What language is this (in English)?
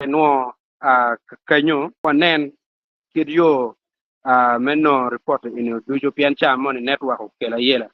Acoli